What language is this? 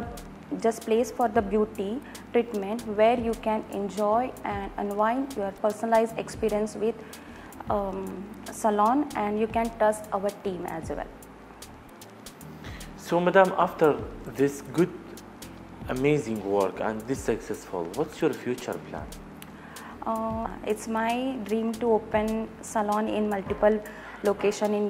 English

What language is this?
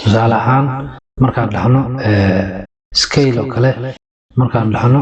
Somali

